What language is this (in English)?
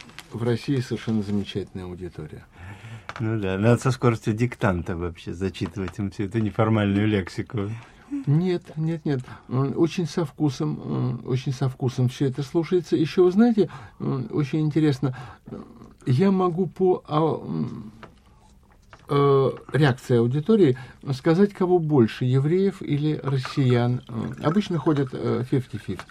Russian